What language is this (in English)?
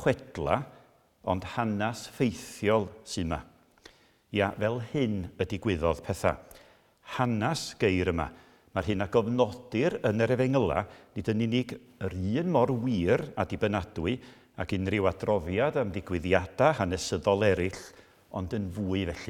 Welsh